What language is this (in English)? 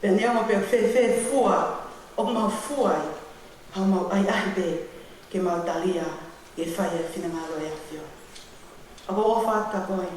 Tongan